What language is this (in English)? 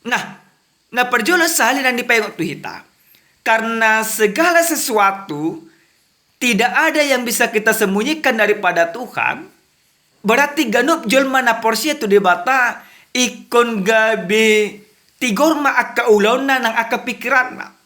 Batak Toba